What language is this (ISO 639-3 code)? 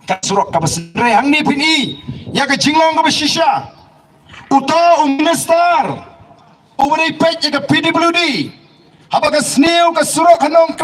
kha